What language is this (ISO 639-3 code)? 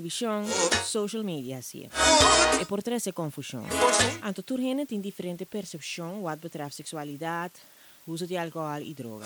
pap